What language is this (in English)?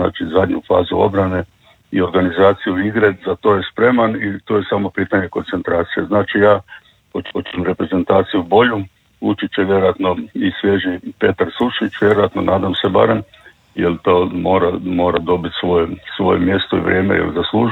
Croatian